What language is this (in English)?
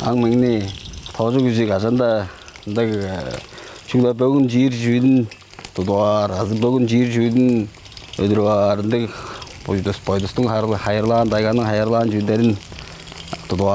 Tuvinian